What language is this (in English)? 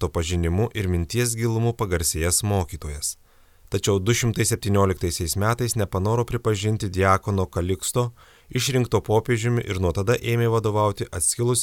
Lithuanian